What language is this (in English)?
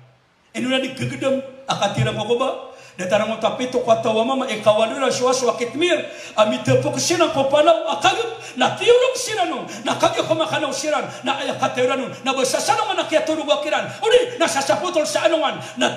Maranao